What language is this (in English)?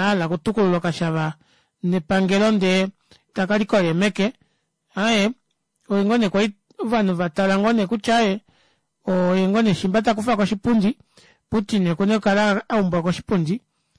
Kuanyama